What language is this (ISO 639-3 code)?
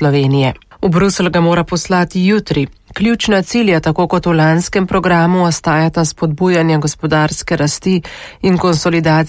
slv